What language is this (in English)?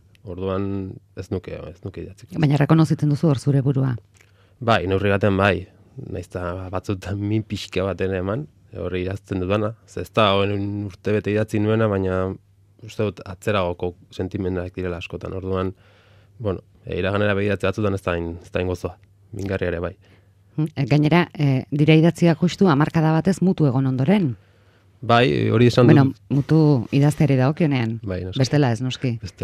Basque